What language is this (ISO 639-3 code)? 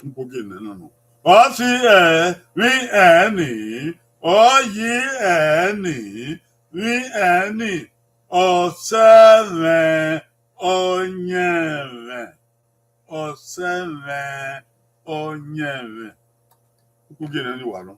bin